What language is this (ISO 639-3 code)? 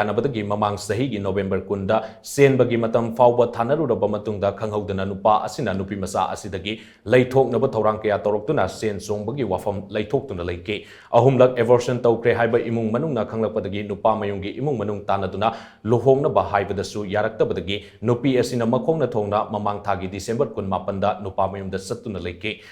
mni